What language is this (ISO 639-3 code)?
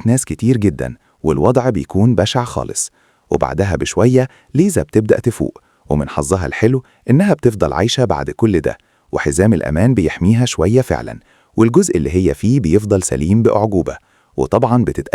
arz